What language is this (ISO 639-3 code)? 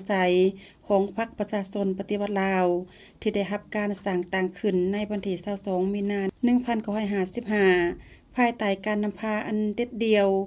lao